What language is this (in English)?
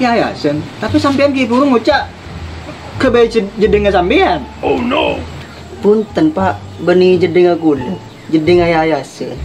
Madurese